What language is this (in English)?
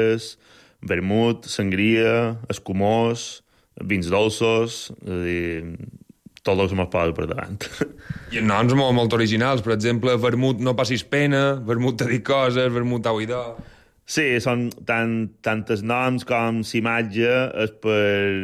Catalan